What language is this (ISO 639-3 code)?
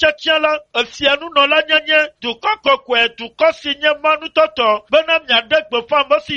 ewe